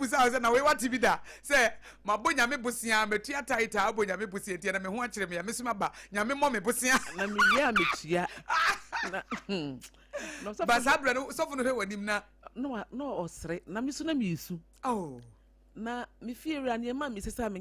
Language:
Akan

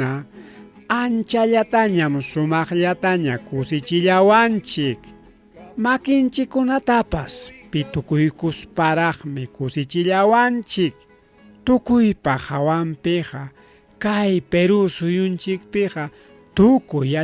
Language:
Ayacucho Quechua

